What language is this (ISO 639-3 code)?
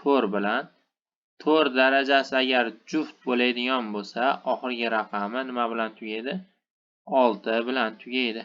uzb